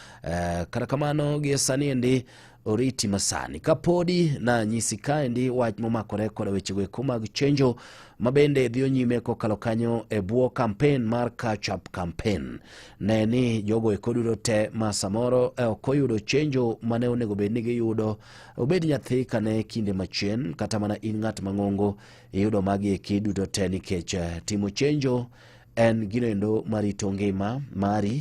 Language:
Luo (Kenya and Tanzania)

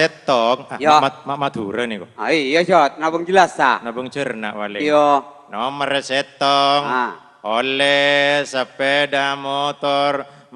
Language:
Madurese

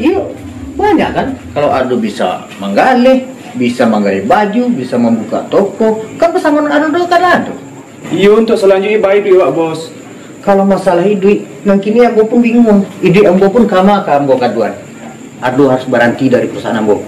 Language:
Minangkabau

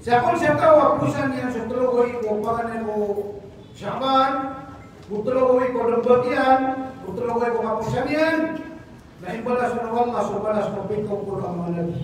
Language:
Maranao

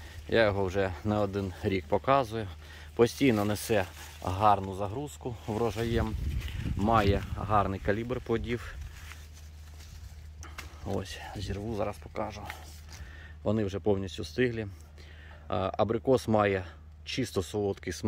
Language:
Ukrainian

